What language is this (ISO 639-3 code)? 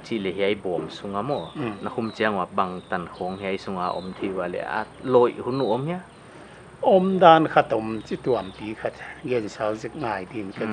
pck